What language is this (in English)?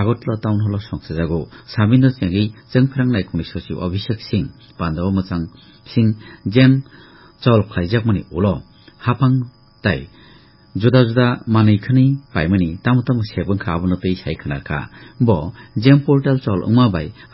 Kok Borok